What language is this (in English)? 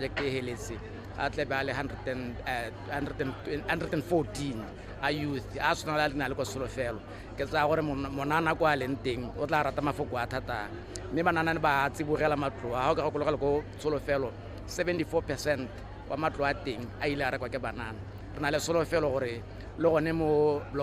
Tswana